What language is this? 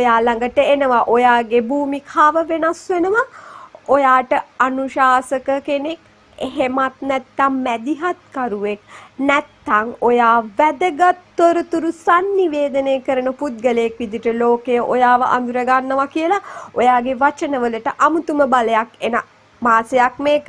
Sinhala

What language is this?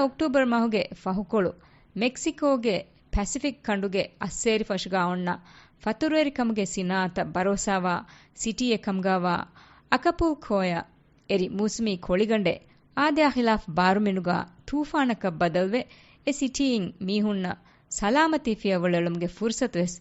Divehi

